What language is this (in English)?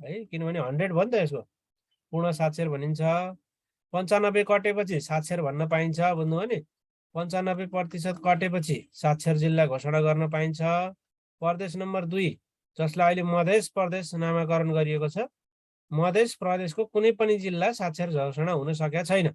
Nepali